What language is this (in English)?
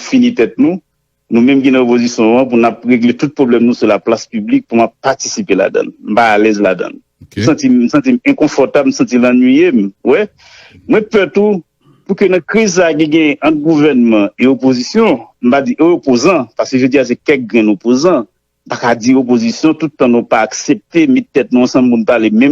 Haitian Creole